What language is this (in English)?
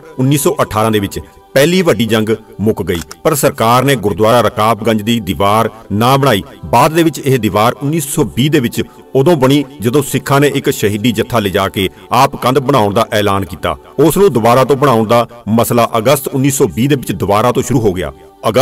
Punjabi